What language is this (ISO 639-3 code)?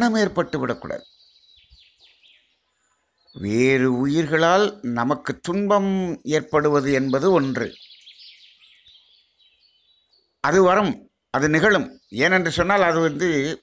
tam